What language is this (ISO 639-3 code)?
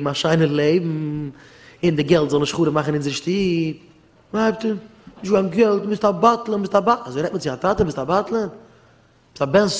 yid